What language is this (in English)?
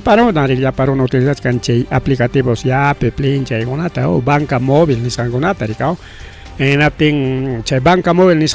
Ayacucho Quechua